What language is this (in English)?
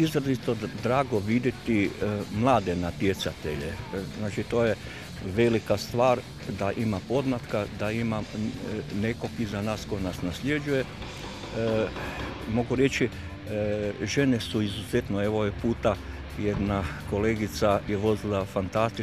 Croatian